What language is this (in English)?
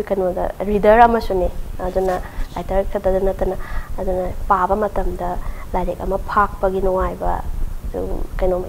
Manipuri